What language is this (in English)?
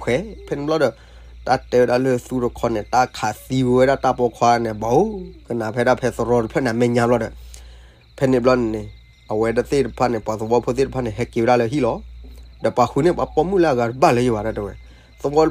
S'gaw Karen